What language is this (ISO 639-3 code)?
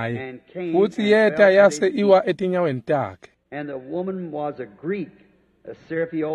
ssw